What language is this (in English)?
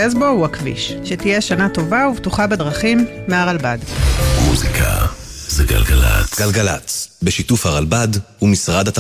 Hebrew